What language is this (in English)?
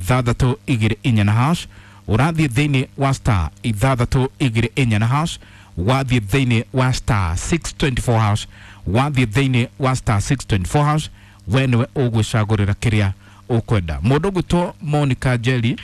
Kikuyu